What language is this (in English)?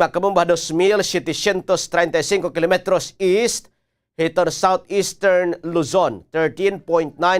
Waray